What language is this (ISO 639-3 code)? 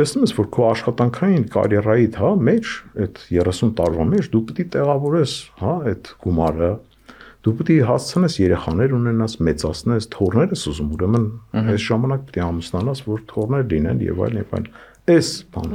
hye